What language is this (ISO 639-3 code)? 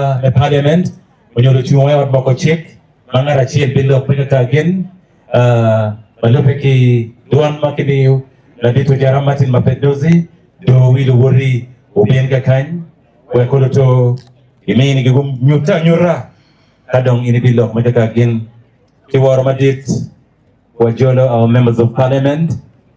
ach